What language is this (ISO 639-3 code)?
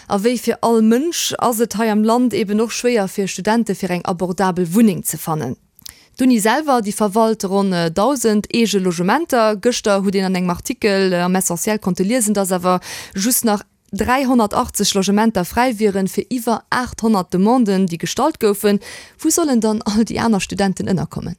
ltz